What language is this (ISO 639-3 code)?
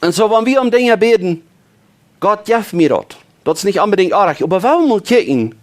pdt